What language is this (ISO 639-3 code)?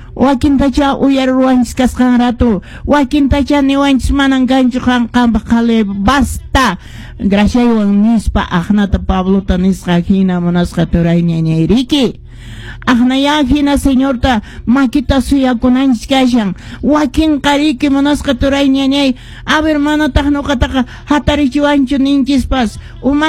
que